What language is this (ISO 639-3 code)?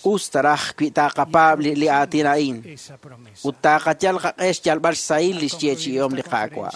kek